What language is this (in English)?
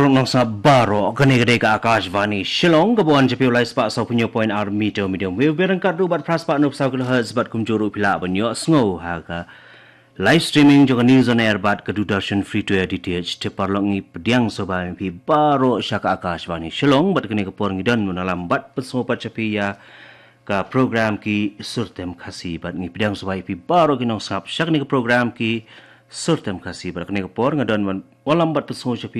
Khasi